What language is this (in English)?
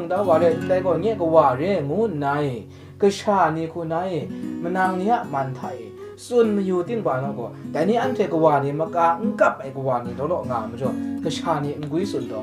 Kachin